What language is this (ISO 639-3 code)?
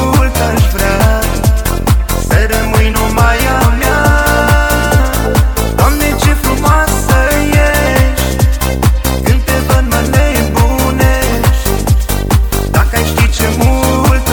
ron